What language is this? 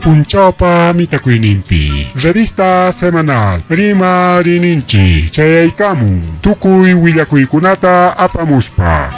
Ayacucho Quechua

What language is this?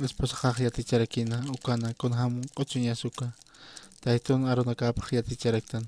Aymara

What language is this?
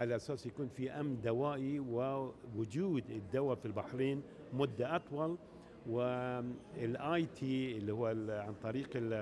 Gulf Arabic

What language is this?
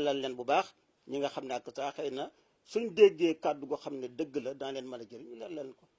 Wolof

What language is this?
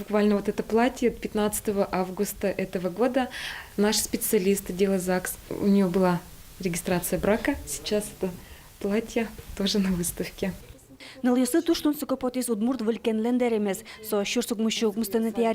Udmurt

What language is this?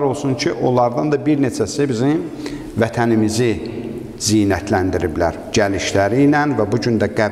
Azerbaijani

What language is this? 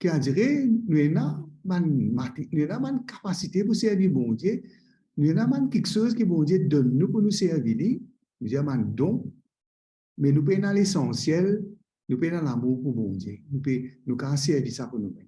Morisyen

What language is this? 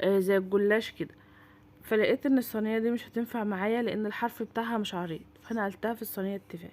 Egyptian Arabic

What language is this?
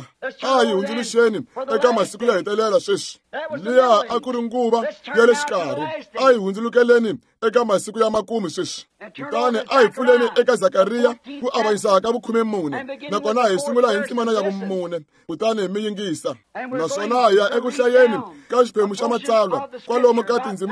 Tsonga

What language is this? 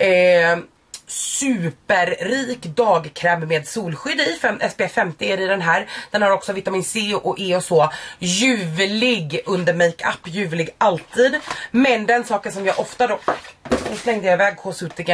Swedish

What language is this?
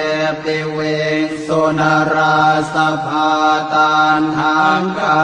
Pali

